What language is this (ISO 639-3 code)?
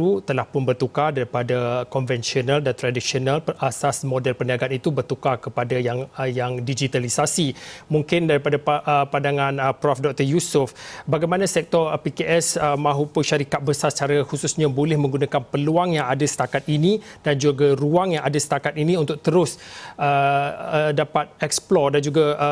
msa